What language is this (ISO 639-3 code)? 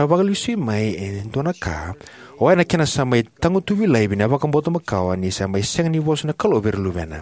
fij